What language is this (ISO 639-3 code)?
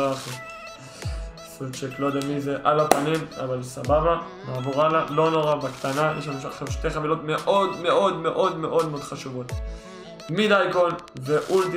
heb